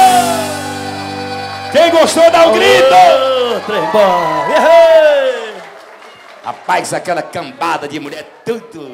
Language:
Portuguese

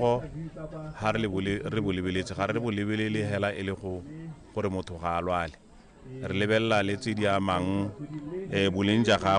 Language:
Tswana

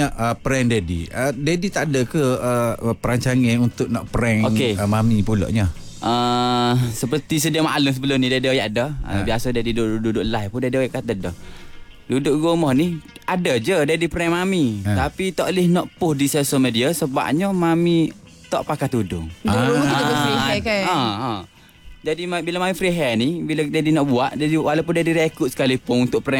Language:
Malay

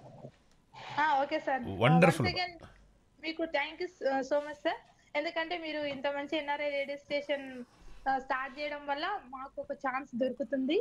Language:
Telugu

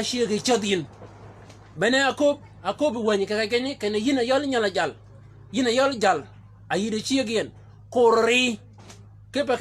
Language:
Shilluk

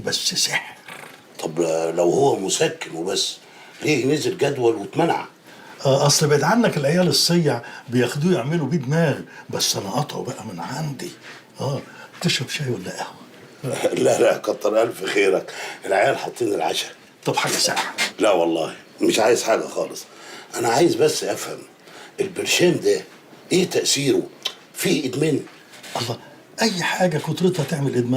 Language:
Egyptian Arabic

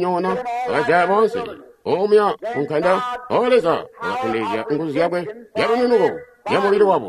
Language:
Tonga (Zambia)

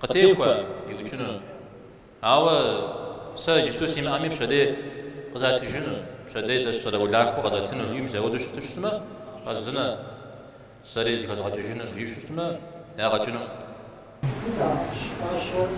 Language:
Kabardian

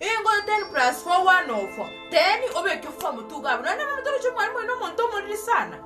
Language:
Gusii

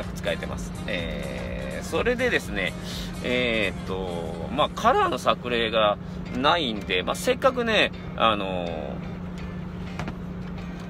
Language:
Japanese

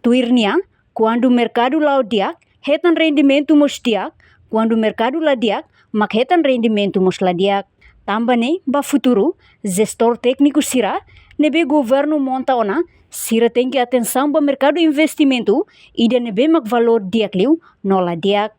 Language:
Tetum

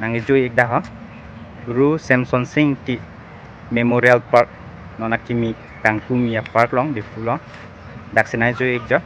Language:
Karbi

